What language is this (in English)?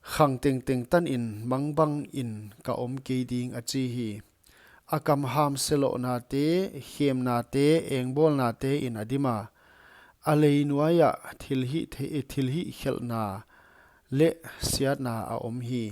Paite Chin